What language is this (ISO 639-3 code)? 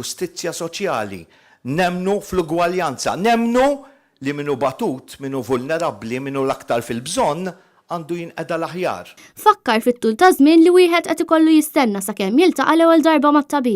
mlt